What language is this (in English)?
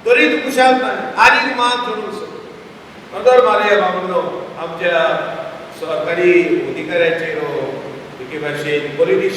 Konkani